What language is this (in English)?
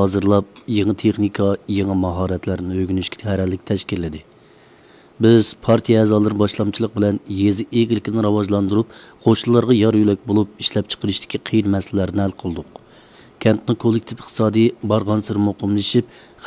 Uyghur